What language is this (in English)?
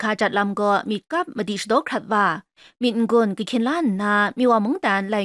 Kachin